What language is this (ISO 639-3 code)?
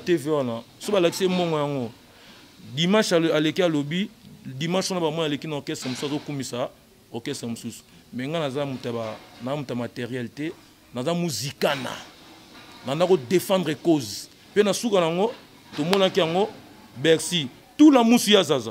lin